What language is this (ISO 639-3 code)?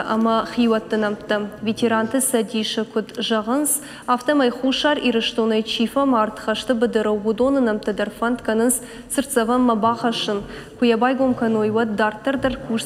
oss